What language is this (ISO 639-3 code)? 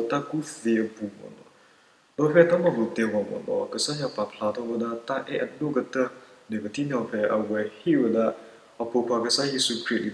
ksw